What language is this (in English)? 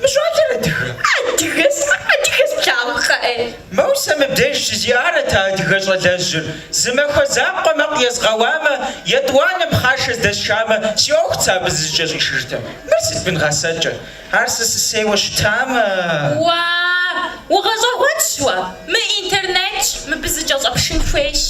Kabardian